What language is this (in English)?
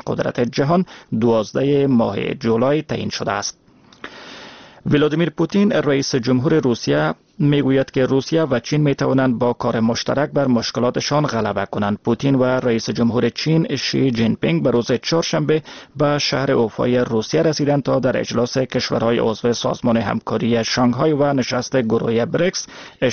Persian